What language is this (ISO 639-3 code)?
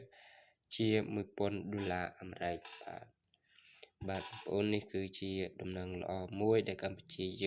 khm